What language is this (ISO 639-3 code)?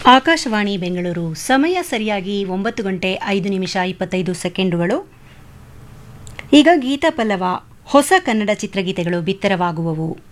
kan